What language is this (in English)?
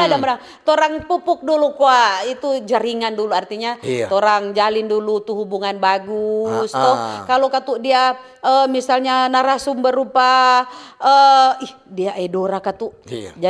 Manado Malay